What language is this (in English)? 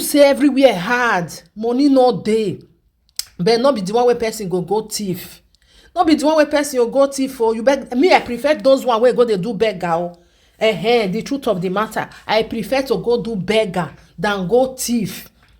Nigerian Pidgin